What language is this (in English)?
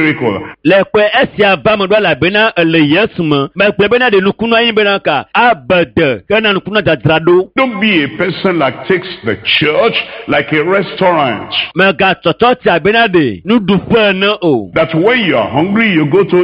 Ewe